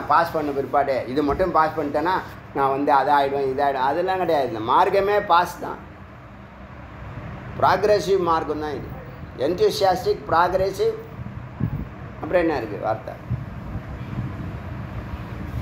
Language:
Tamil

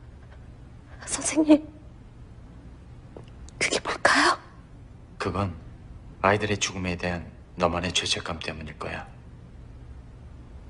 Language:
Korean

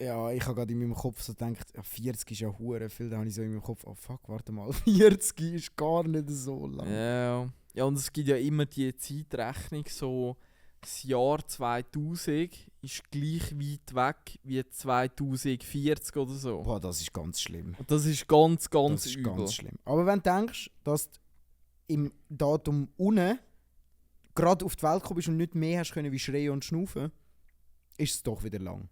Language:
Swiss German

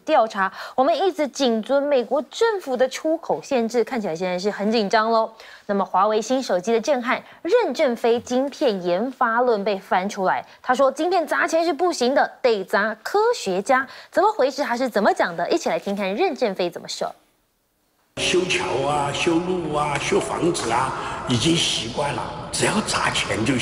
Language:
Chinese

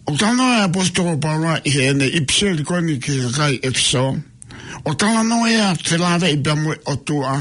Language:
Tongan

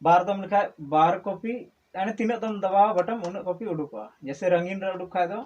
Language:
Santali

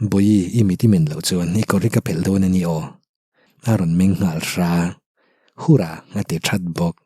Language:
Mizo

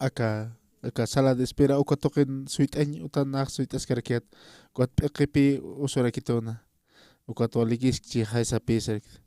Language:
Aymara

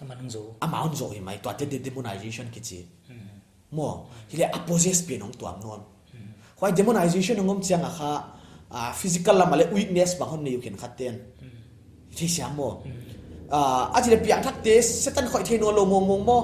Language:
Paite Chin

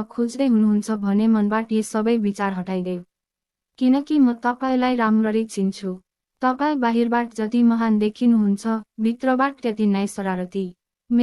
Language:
Nepali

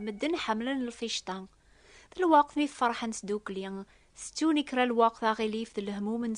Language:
Kabyle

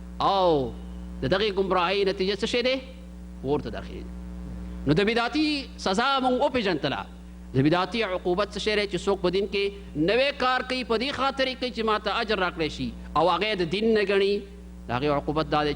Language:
Pashto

